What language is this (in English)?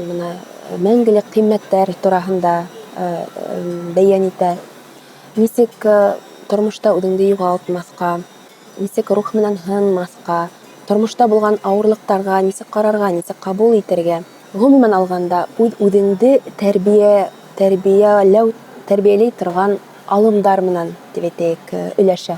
Bashkir